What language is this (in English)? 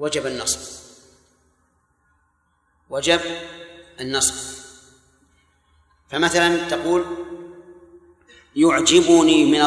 Arabic